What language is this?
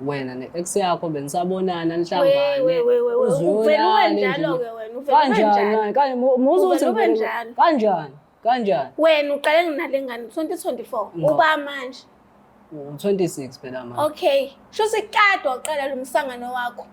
Zulu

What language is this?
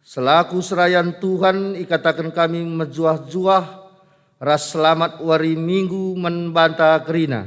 Batak Karo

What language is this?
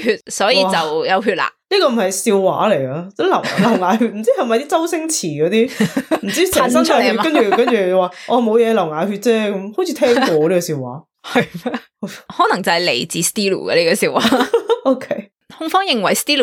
Cantonese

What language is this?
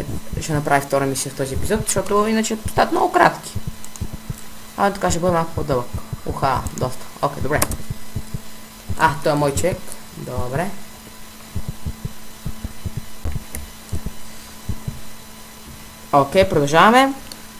Bulgarian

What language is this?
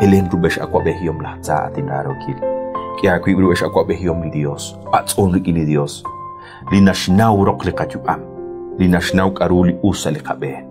Kekchí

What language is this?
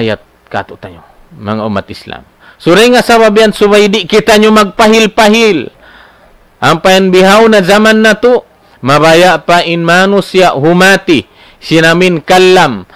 Tausug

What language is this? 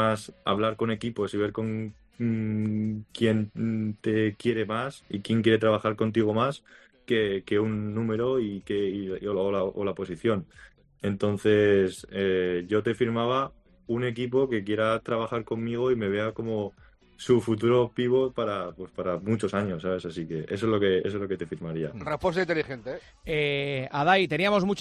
Spanish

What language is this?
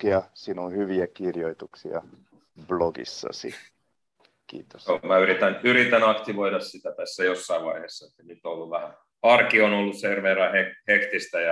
Finnish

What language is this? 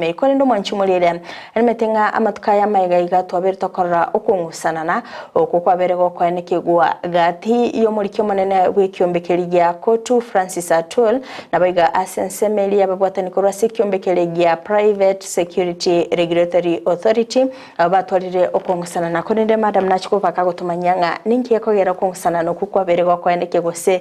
Gusii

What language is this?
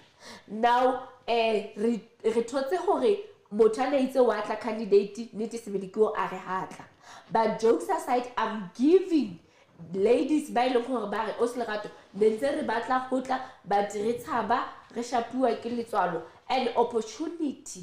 Southern Sotho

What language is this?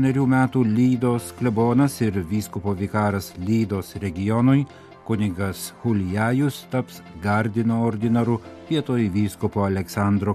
Lithuanian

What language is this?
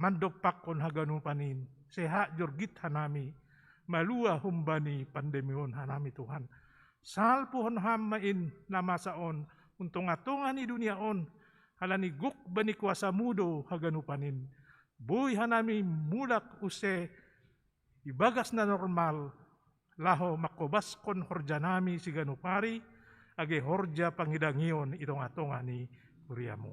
Batak Simalungun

